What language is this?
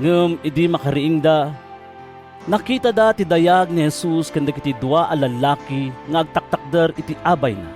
Iloko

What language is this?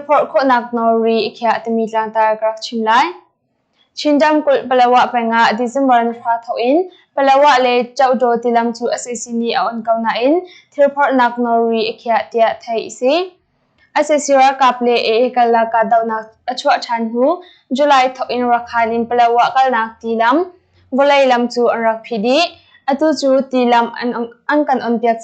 Hakha Chin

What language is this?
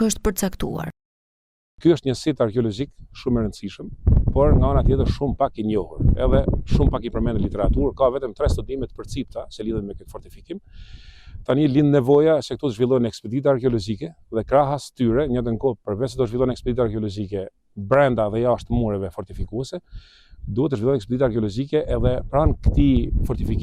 Albanian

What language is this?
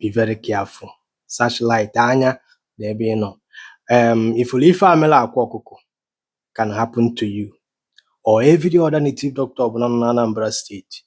Igbo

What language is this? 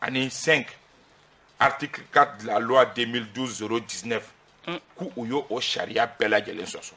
Bambara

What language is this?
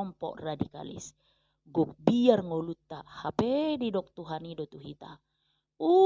Batak Toba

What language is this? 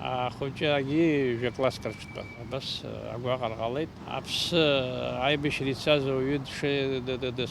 Abkhazian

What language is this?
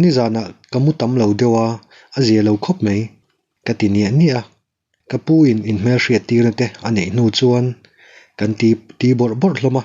Mizo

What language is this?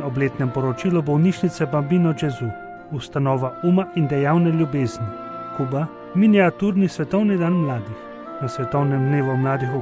Slovenian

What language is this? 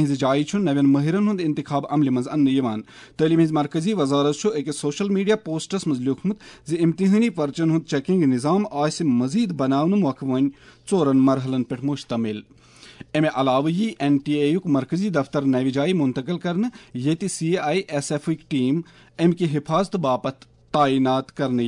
Kashmiri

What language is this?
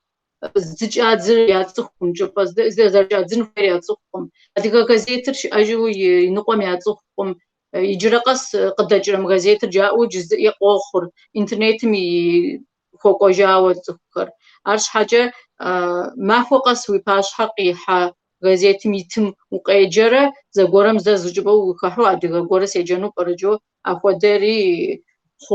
Kabardian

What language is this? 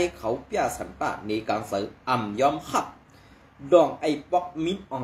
Shan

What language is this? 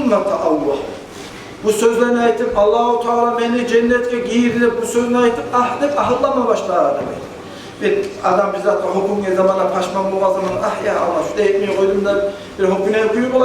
Kumyk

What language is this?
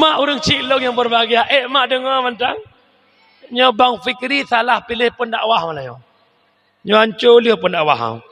Achinese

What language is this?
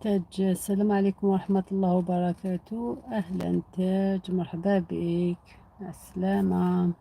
Algerian Arabic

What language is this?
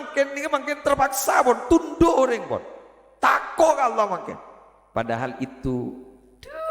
Madurese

